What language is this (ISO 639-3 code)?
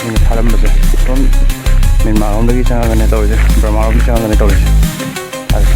mni